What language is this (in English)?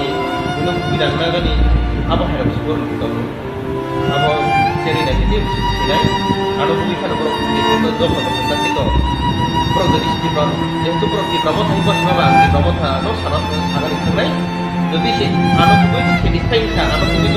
Kok Borok